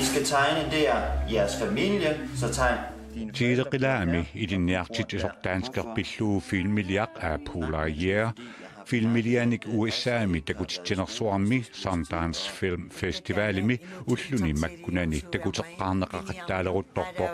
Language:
Kalaallisut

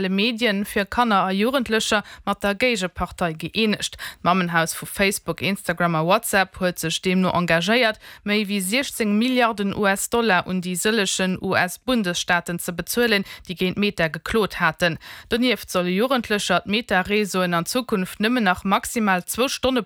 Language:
Luxembourgish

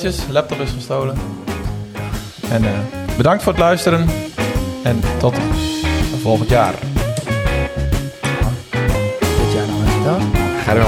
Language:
Dutch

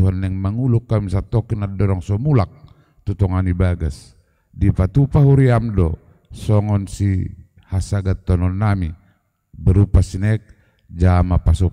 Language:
Batak Toba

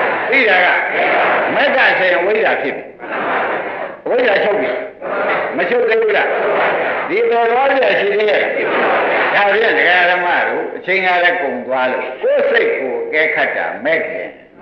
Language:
Burmese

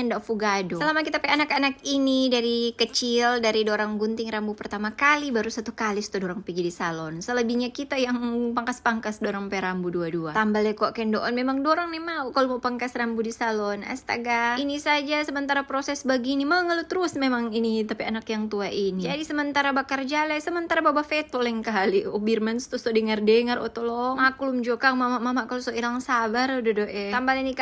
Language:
Manado Malay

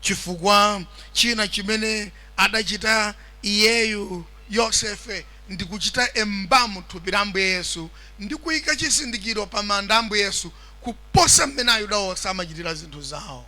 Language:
Nyanja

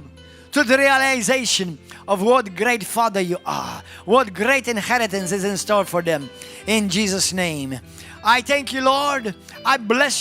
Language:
English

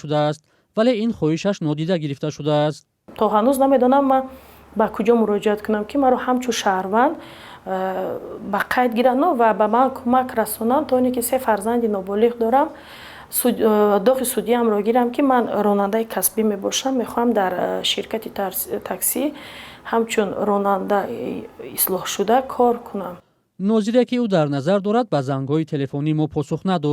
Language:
Tajik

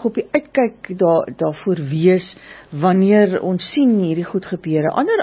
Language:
Afrikaans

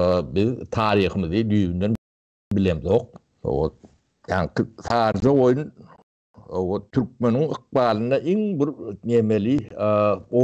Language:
Turkmen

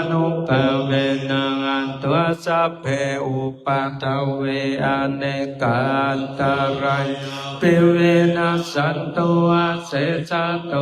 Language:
Pali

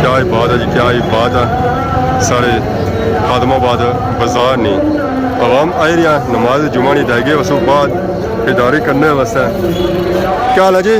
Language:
Pahari-Potwari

